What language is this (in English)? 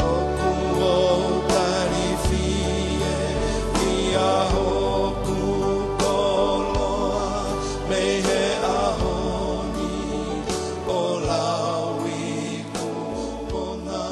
Tongan